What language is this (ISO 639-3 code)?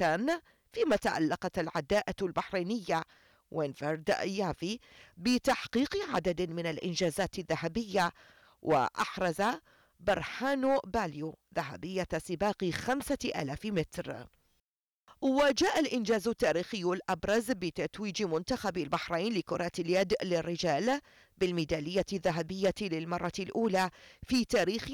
ara